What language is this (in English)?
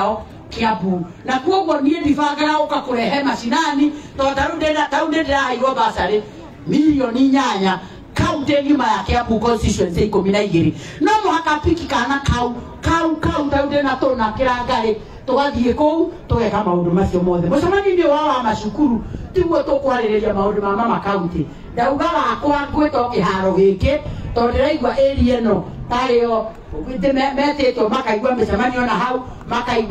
Kikuyu